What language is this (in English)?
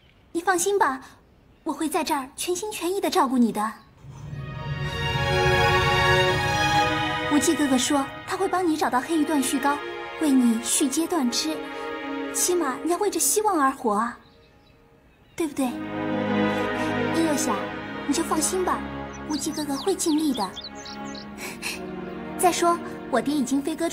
Chinese